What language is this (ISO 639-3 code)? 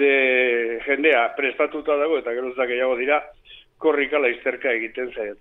eus